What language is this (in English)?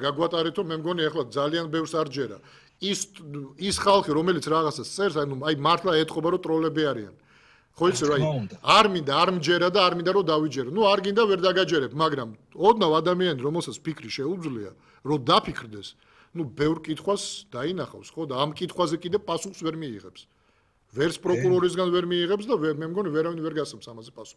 Georgian